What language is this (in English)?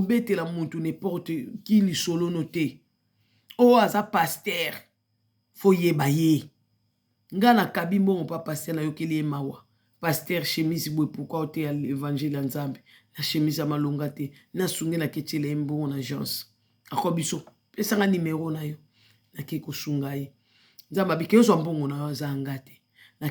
Lingala